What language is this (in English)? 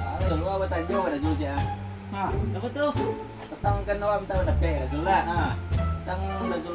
Minangkabau